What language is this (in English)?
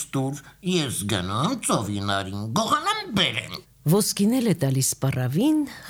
Armenian